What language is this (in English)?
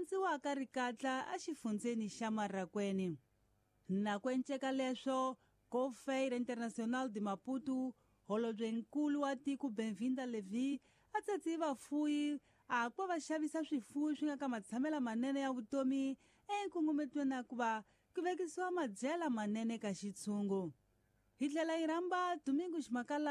Tsonga